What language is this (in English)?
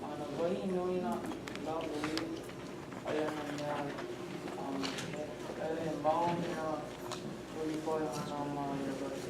Hawaiian